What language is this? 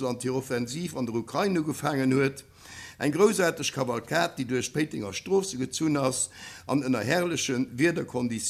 Luxembourgish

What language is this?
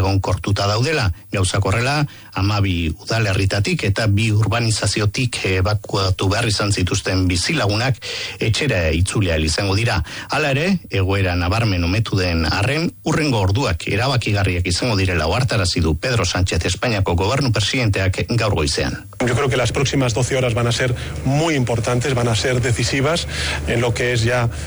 Basque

